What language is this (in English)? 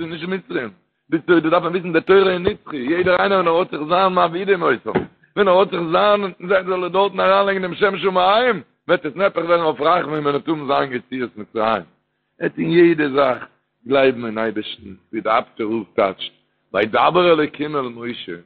Yiddish